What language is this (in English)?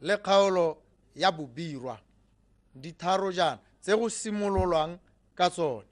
Tswana